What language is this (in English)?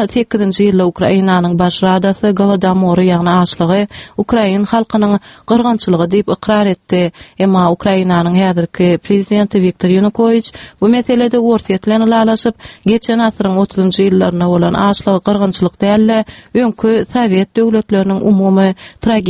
Turkmen